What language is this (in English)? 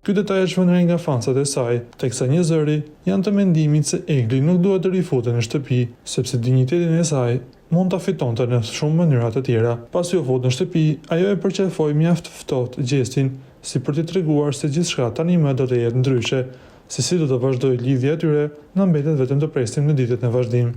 Albanian